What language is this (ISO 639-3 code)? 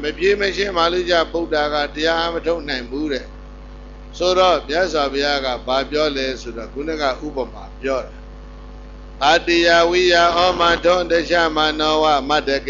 mya